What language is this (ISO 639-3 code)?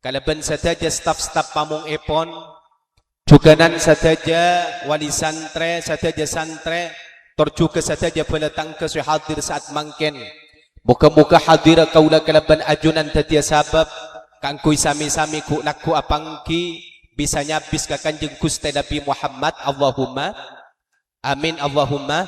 mad